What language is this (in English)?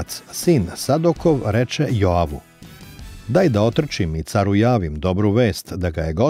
Serbian